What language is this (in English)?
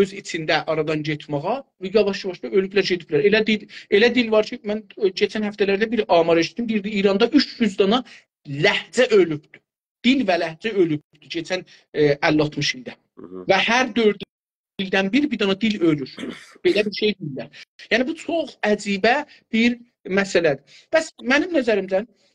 South Azerbaijani